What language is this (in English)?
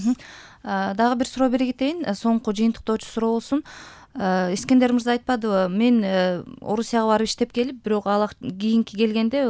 Kyrgyz